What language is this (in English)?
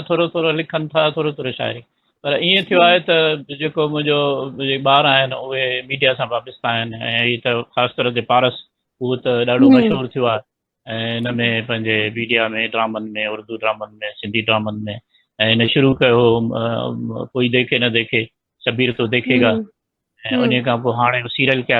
Sindhi